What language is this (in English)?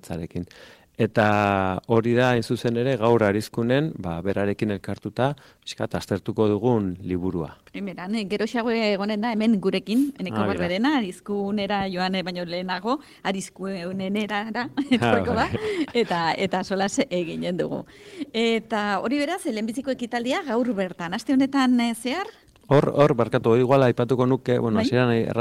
Basque